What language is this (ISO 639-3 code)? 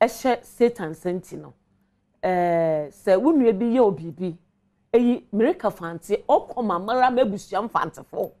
aka